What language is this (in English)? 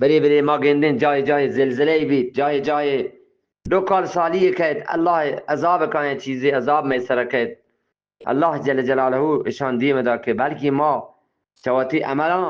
Eastern Balochi